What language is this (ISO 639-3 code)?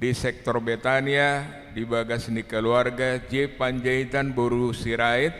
bbc